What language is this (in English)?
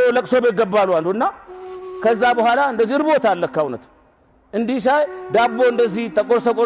Amharic